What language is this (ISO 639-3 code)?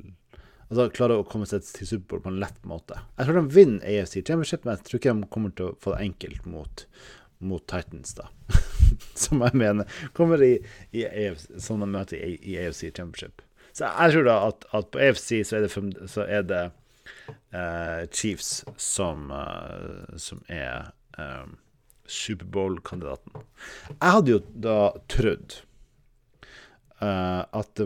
nor